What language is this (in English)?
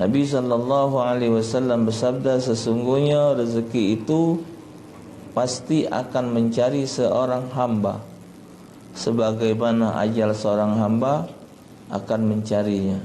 Musi